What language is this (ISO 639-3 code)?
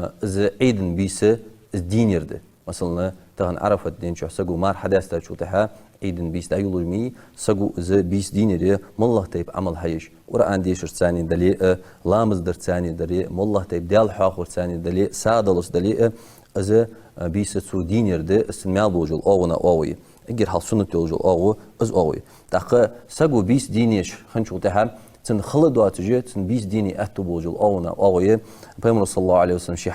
inh